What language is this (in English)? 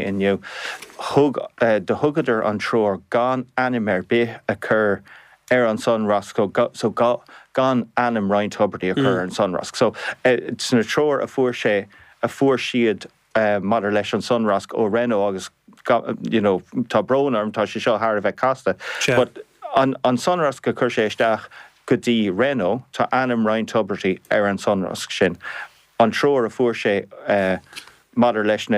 Irish